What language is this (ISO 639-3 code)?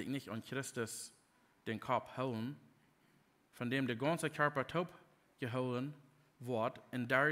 pdt